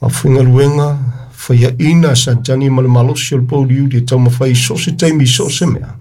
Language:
Samoan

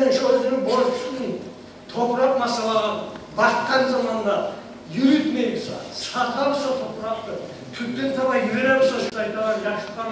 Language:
Kumyk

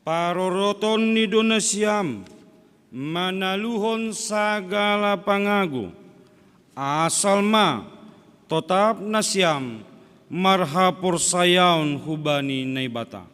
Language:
Batak Simalungun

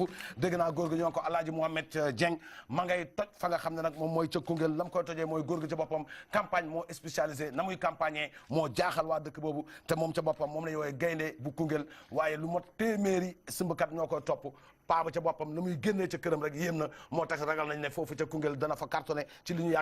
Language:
Wolof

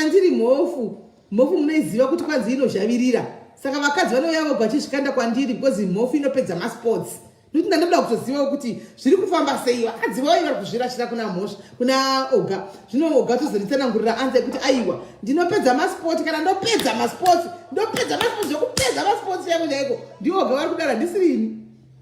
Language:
Shona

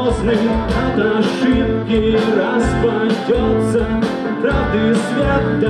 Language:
Russian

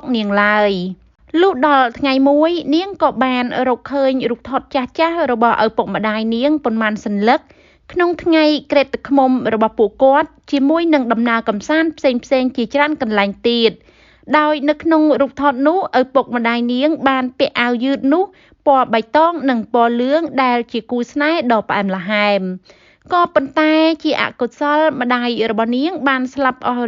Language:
Khmer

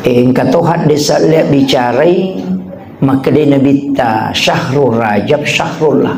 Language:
Buginese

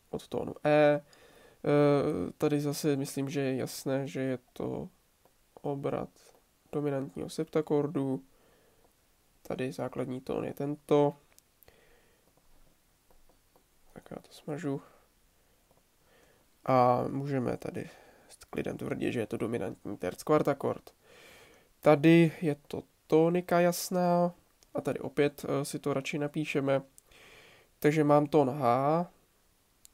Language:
Czech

